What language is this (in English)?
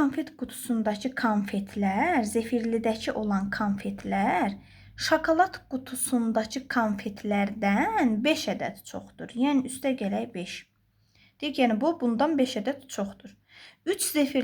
Azerbaijani